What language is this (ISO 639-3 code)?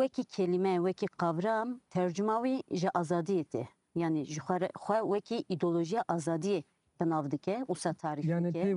kur